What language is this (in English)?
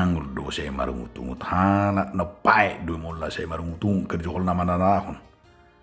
Batak Toba